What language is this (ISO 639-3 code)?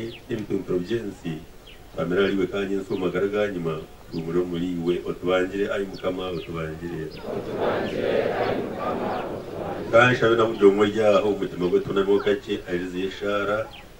kin